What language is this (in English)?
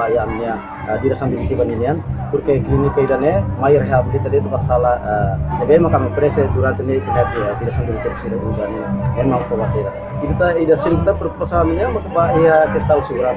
Tetum